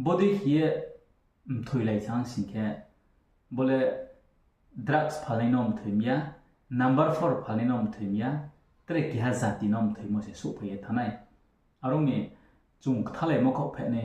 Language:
Riang (India)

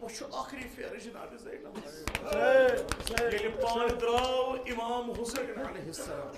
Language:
Kashmiri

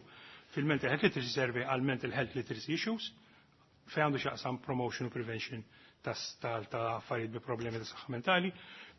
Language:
Maltese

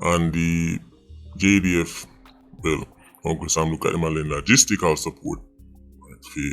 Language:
Jamaican Creole English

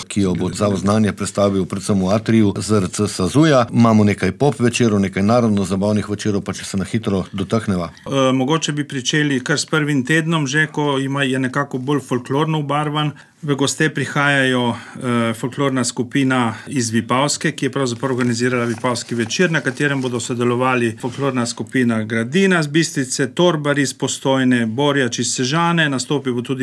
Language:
Slovenian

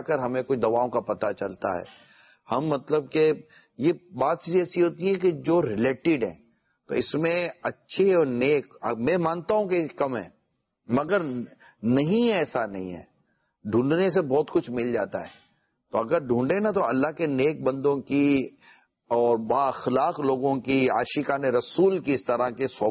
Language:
Urdu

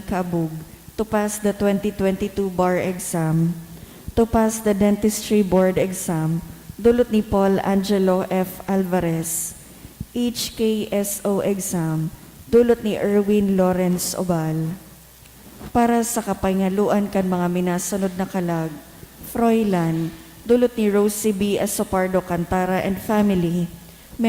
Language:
Bikol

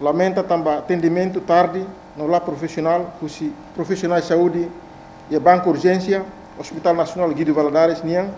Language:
Tetum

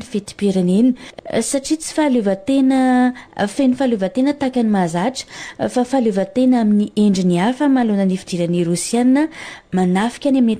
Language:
Malagasy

